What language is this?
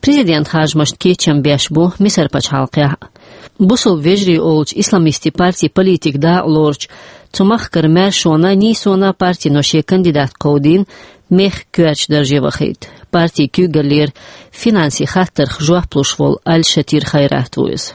Chechen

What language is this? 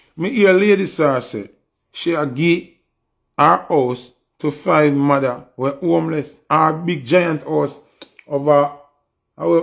Jamaican Creole English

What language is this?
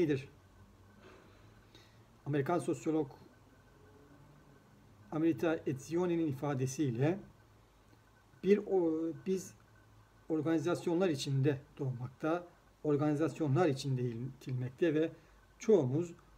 Turkish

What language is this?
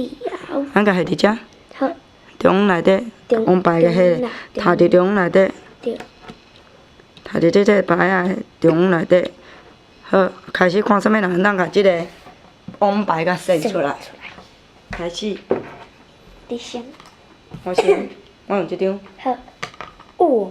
Min Nan Chinese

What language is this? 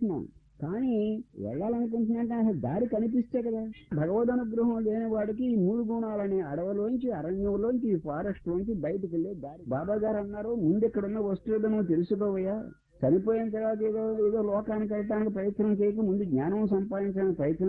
Telugu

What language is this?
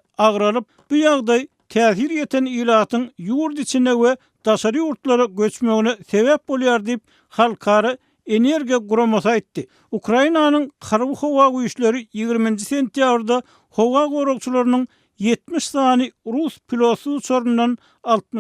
Turkmen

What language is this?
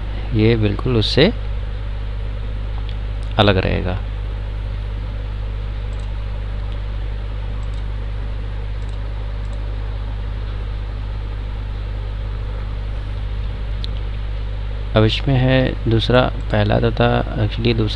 Hindi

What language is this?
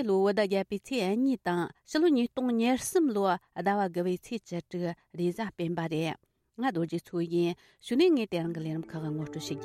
Tibetan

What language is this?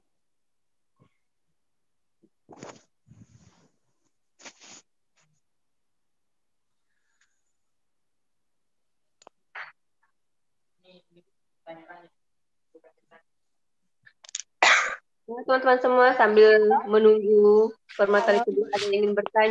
Indonesian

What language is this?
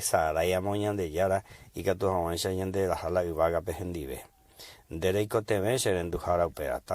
Guarani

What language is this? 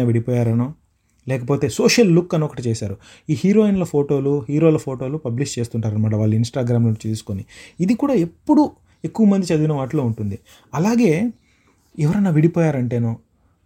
Telugu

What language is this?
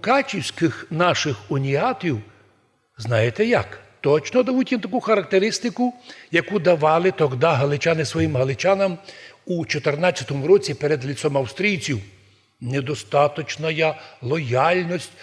Rusyn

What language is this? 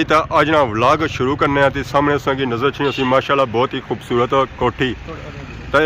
Pahari-Potwari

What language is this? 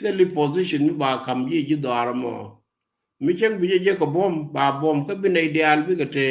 Nuer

